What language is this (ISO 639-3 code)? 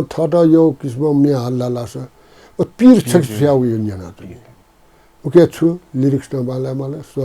new